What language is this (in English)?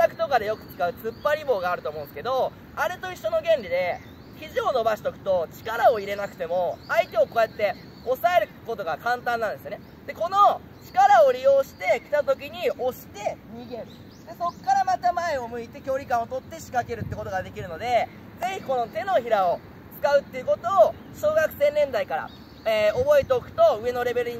Japanese